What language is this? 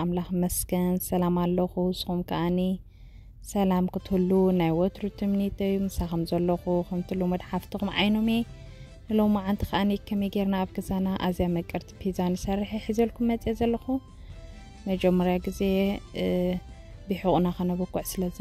Tigrinya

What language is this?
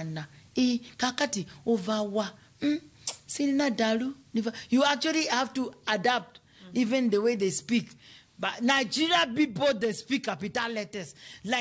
Luo (Kenya and Tanzania)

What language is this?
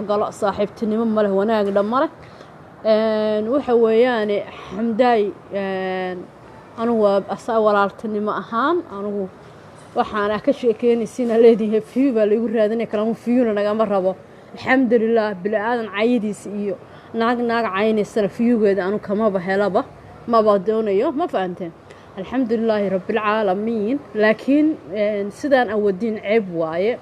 Somali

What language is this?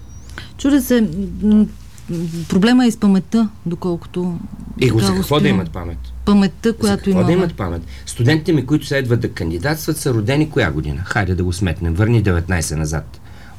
Bulgarian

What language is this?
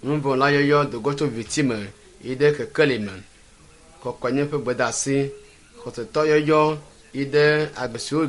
Ewe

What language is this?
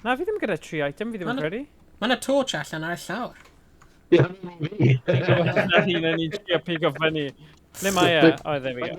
Welsh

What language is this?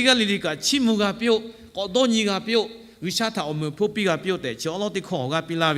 Lahu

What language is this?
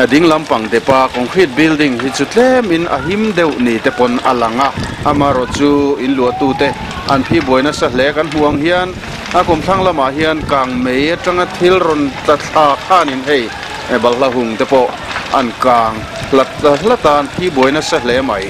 Mizo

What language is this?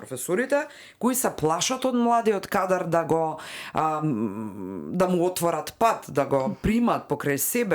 Macedonian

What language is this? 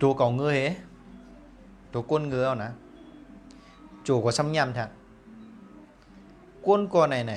Shan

